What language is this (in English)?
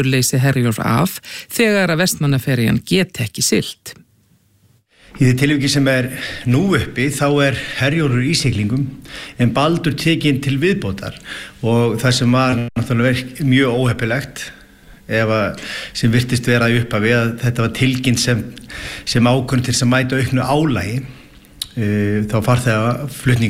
Icelandic